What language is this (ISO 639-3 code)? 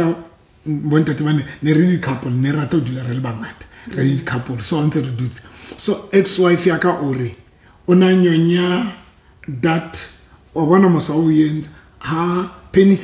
sot